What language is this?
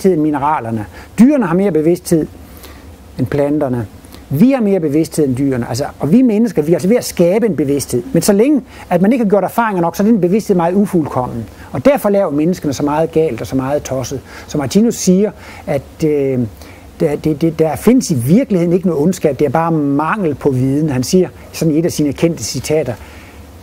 Danish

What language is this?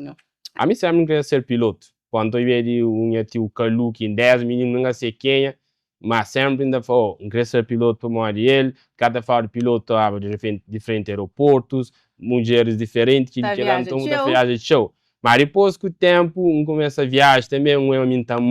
Kabuverdianu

